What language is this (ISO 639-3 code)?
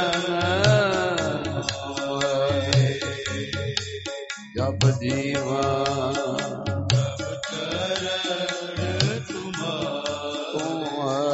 pan